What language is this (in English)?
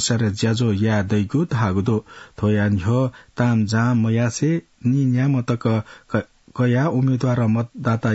Newari